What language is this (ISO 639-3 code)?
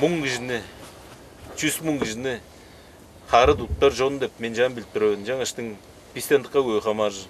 tyv